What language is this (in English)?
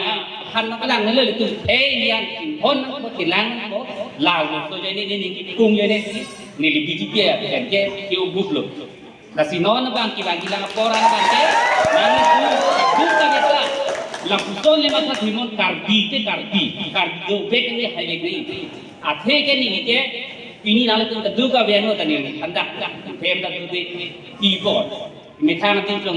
Karbi